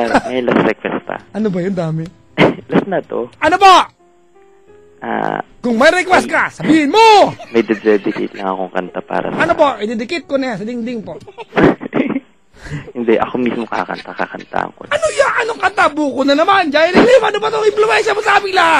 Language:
Filipino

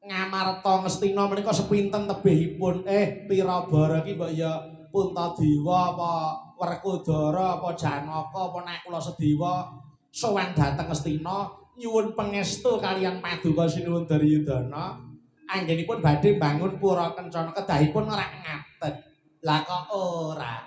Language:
Javanese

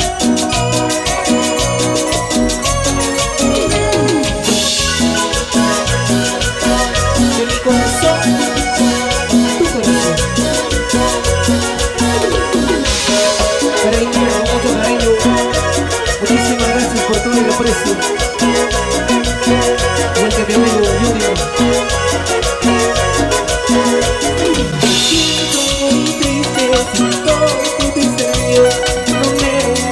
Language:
Spanish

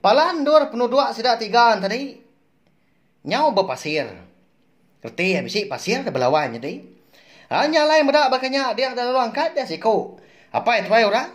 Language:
Iban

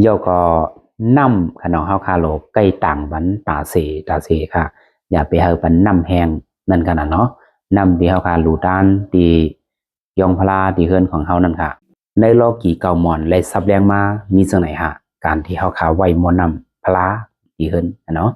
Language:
Lao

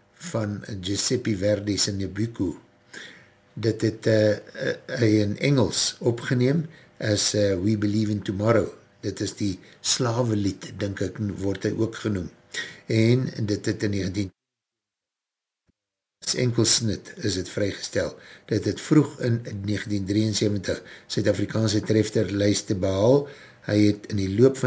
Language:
Afrikaans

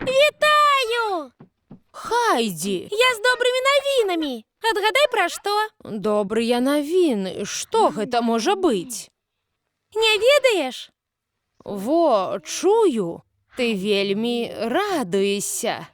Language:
Belarusian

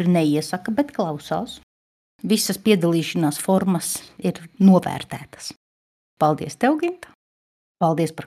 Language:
Latvian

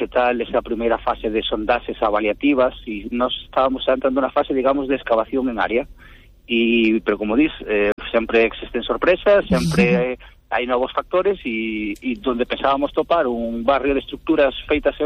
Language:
Galician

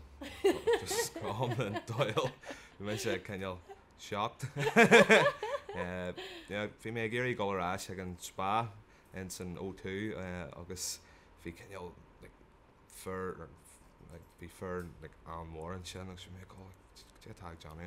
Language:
Irish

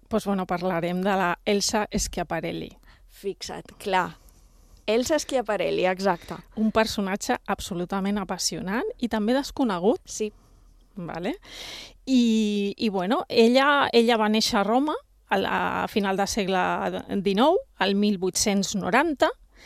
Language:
Catalan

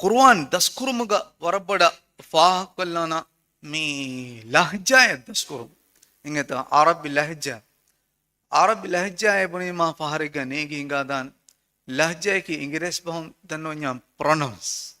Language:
Divehi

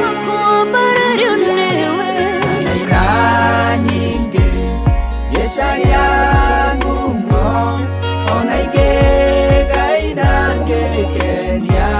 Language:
Kikuyu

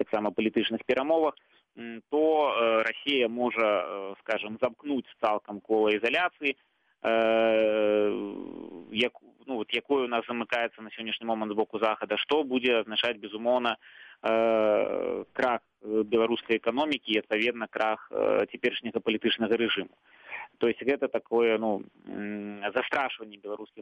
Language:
Belarusian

